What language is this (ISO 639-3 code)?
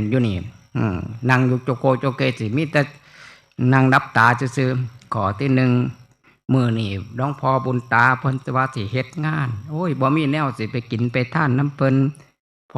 tts